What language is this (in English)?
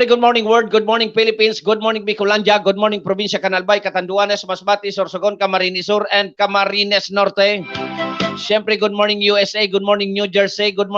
Bikol